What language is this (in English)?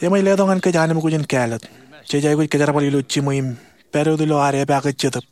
Marshallese